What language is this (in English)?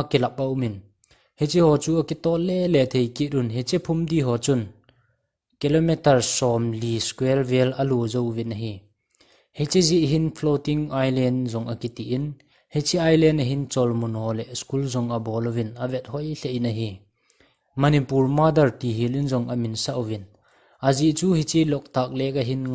Thado Chin